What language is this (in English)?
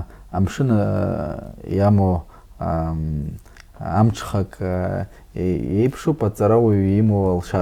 Abkhazian